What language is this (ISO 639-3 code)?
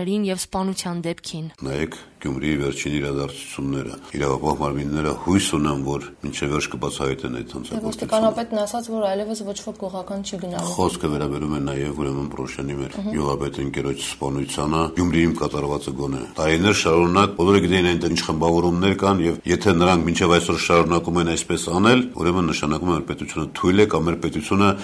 hye